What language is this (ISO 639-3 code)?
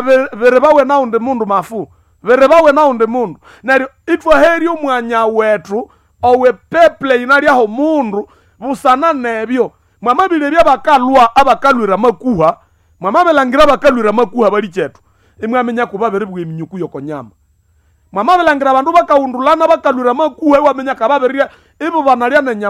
nnb